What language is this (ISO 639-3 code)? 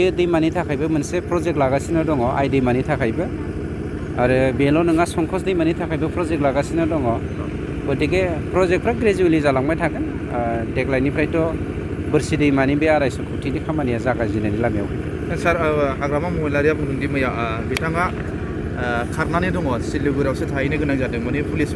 brx